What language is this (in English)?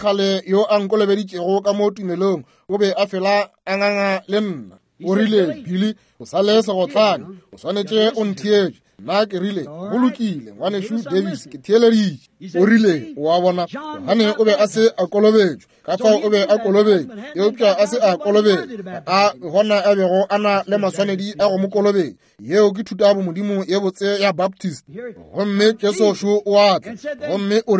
Northern Sotho